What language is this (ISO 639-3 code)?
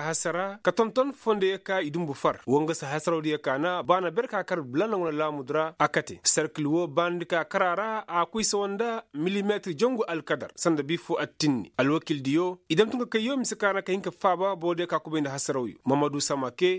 ses